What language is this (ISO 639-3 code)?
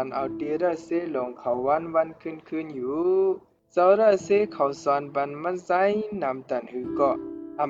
shn